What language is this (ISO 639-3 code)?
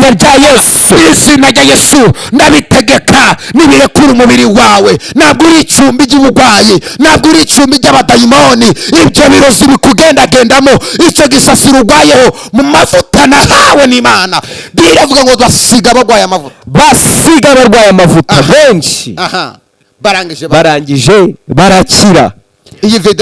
kin